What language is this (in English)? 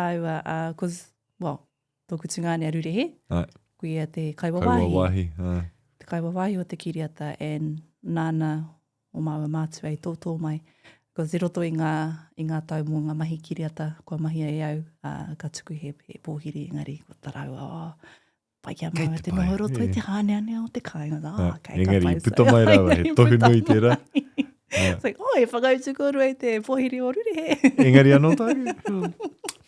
Māori